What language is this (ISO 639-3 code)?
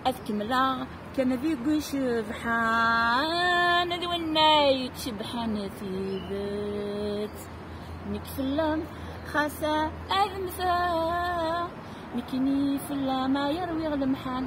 kab